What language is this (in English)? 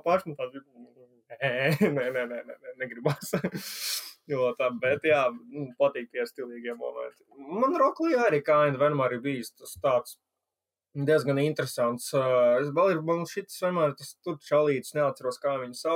Latvian